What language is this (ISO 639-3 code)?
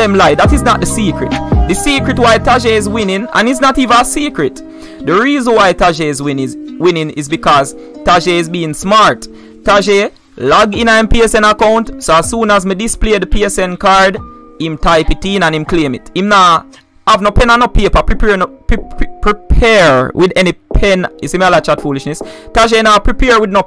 jam